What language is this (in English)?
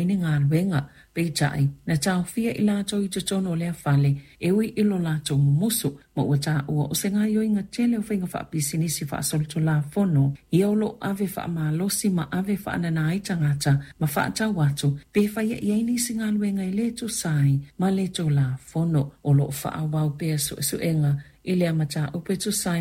Samoan